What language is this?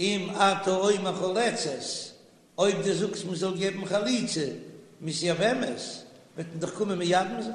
Yiddish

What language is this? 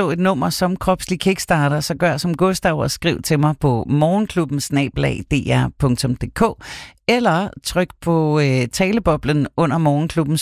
Danish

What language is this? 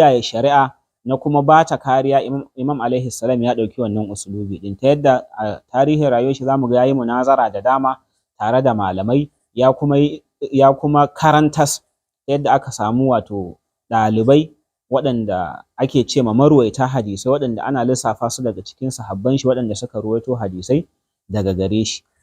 Hausa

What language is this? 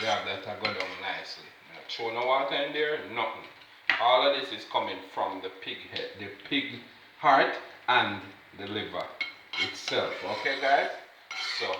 Jamaican Creole English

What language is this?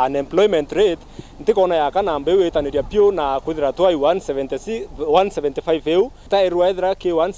Meru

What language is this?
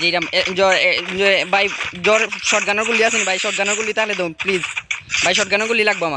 Sylheti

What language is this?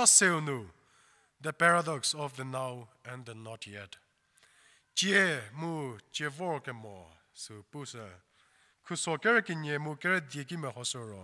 Angami Naga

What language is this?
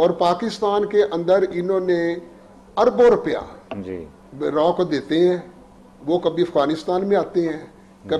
Urdu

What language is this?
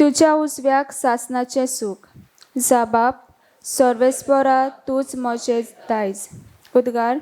Konkani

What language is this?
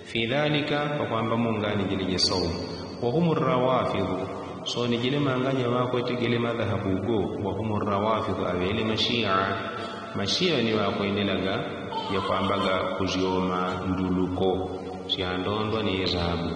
Yao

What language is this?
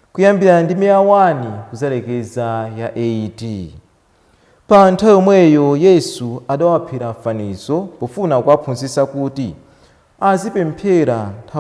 Nyanja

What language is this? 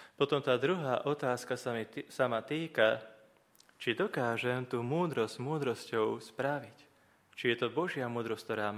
Slovak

